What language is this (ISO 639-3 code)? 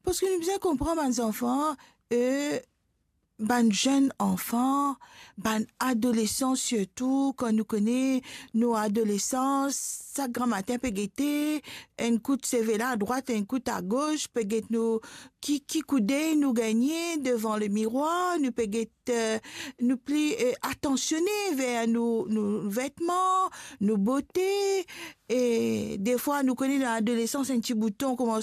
mfe